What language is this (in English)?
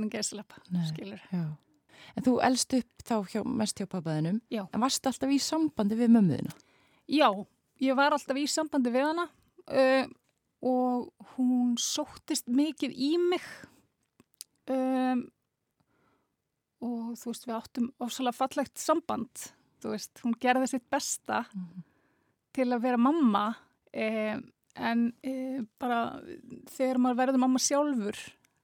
Icelandic